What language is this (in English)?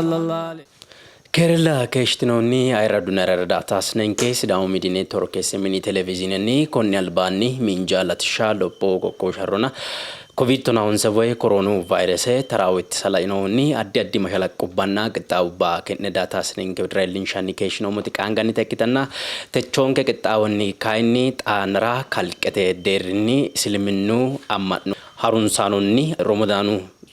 Sidamo